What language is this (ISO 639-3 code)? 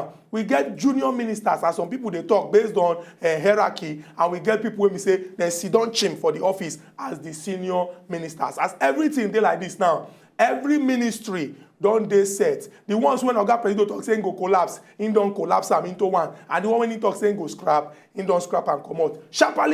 pcm